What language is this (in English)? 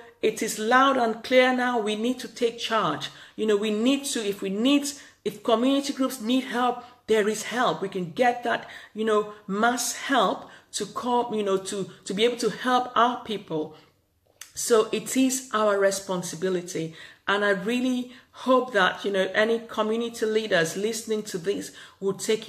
English